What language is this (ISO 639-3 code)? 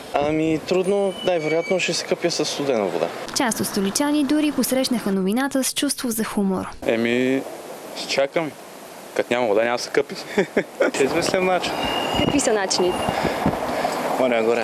bul